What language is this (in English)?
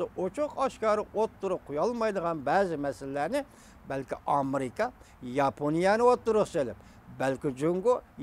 Uyghur